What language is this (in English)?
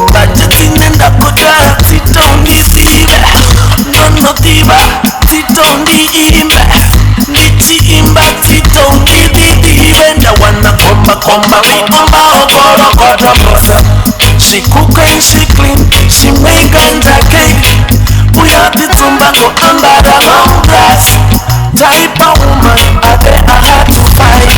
Venda